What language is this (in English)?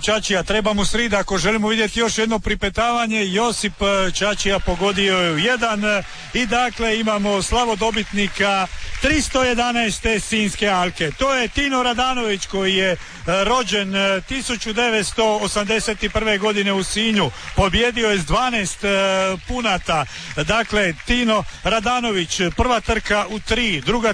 Croatian